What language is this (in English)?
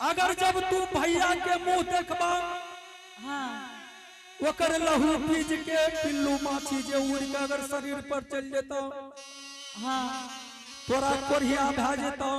Angika